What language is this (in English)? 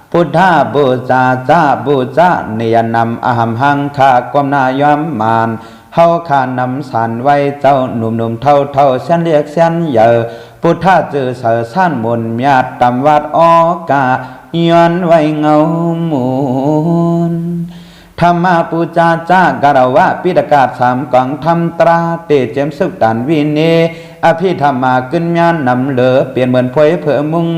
Shan